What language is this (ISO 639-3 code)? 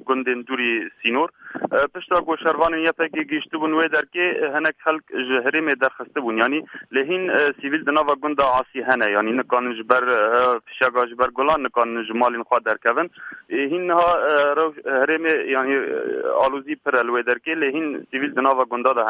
kur